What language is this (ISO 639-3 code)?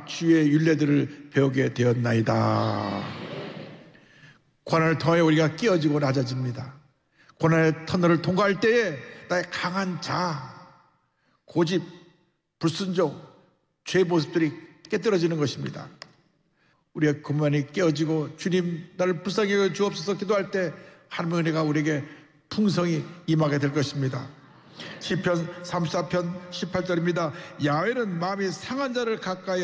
kor